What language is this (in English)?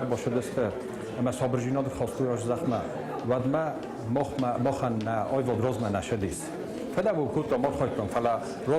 Ossetic